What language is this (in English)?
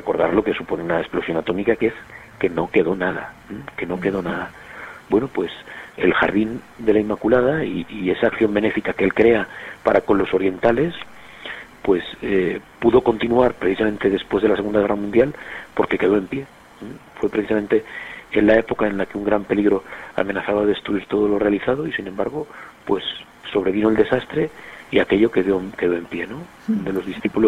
Spanish